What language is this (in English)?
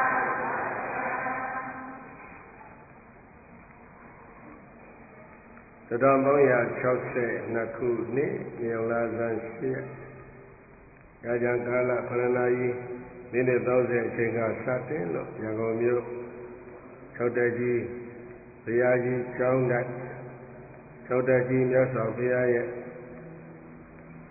Burmese